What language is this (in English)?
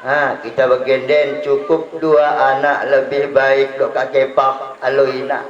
Batak Dairi